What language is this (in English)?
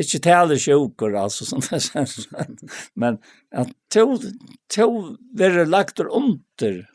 Faroese